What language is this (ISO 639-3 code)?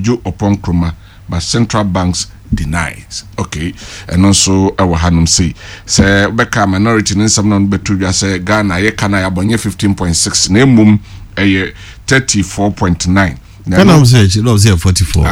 aka